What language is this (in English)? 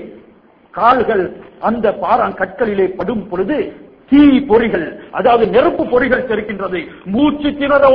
Tamil